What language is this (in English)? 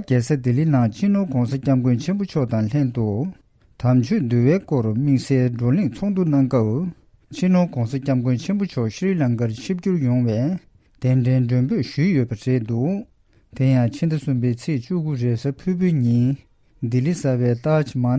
Tibetan